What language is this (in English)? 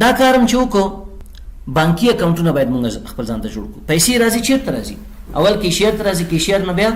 Pashto